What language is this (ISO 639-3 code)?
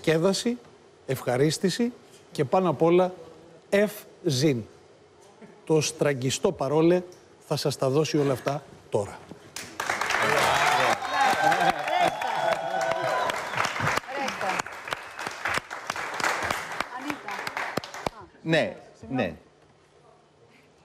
ell